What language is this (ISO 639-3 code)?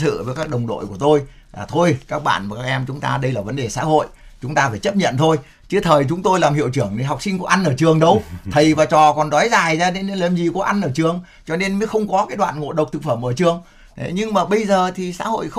vie